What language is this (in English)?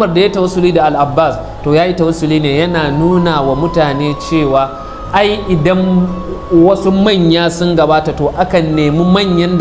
Hausa